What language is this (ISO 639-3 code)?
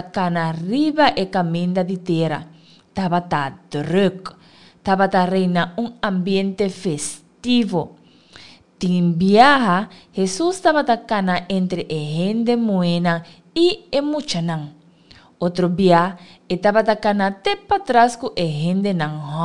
pap